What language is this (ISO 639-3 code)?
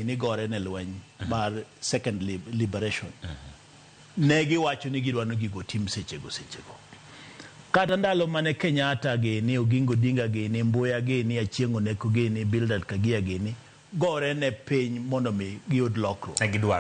luo